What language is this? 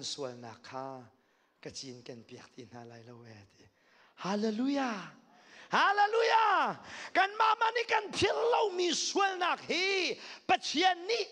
Hakha Chin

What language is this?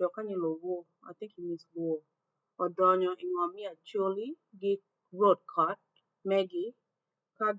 Acoli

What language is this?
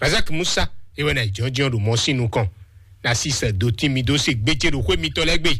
Fon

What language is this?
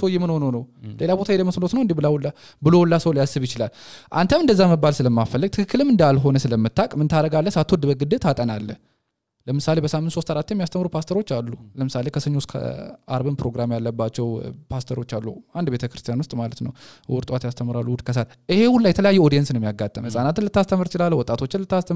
Amharic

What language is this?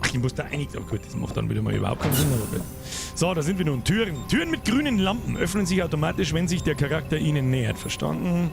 Bavarian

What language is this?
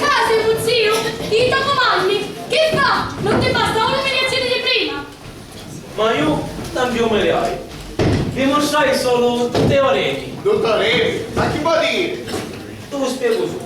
Sicilian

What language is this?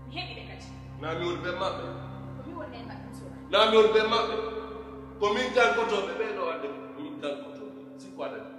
Pular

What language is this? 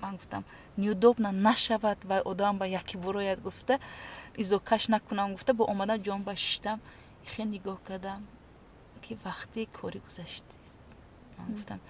Tajik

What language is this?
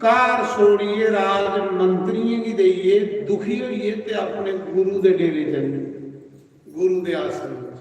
Dogri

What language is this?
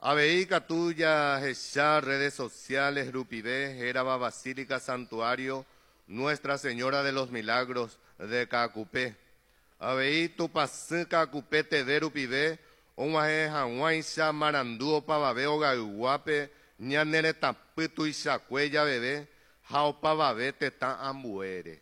Guarani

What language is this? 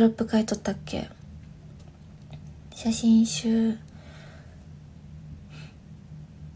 Japanese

